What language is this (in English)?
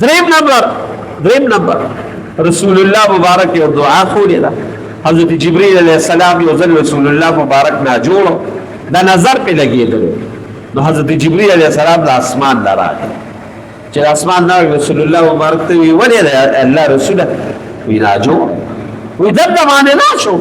Pashto